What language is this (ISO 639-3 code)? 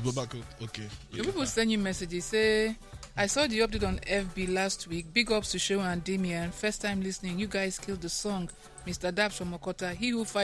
pcm